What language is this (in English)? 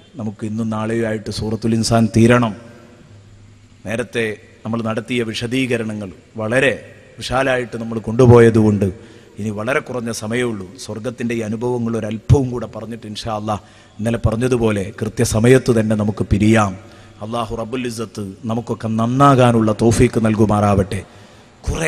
Malayalam